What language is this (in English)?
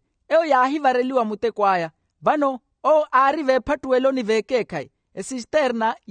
Makhuwa